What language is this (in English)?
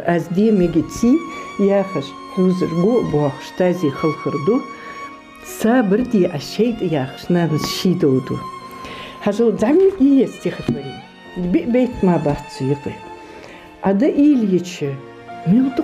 Ingush